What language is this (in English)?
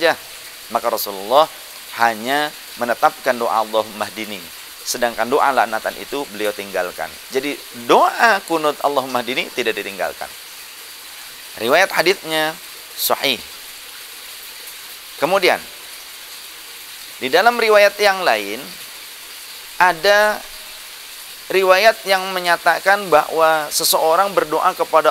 Indonesian